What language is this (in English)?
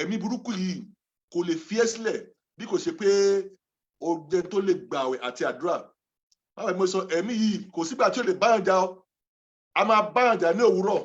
Yoruba